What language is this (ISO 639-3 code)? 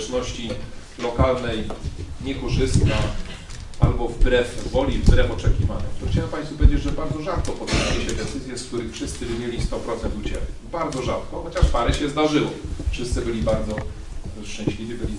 pol